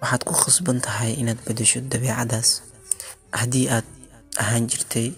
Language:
Somali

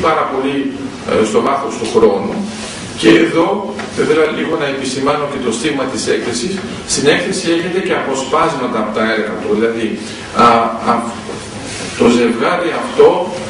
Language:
Greek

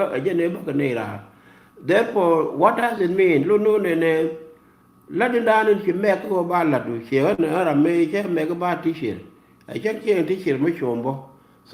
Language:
Nuer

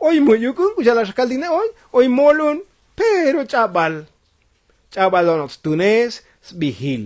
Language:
Tzotzil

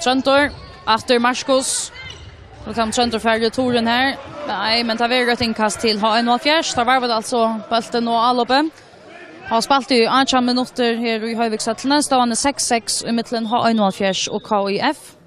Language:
Faroese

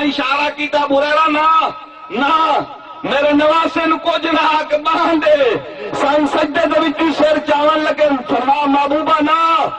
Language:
Saraiki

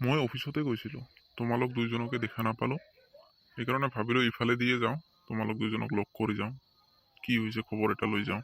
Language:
Assamese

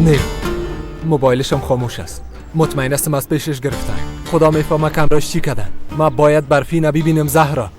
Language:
Persian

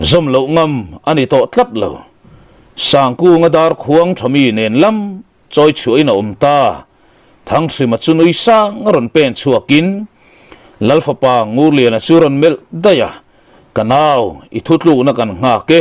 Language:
Mizo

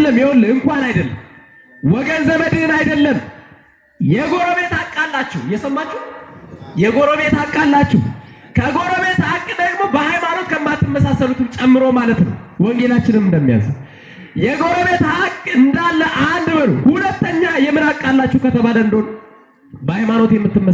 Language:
Amharic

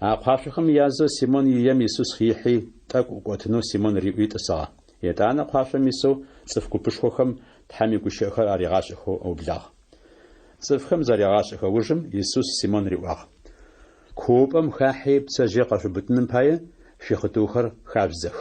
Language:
Adyghe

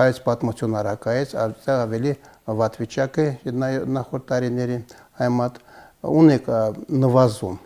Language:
Armenian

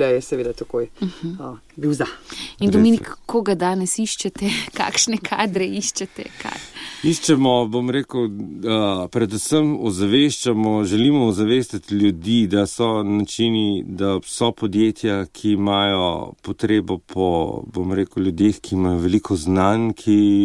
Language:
Slovenian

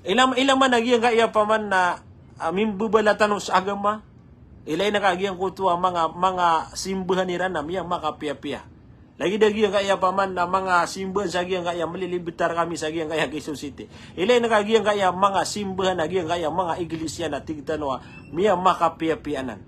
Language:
Maranao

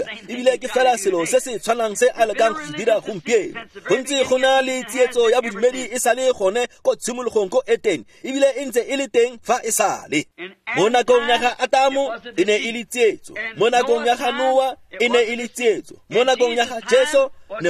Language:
Tswana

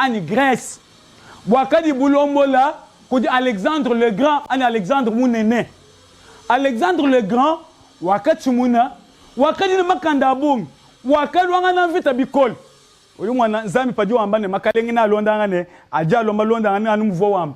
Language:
Luba-Lulua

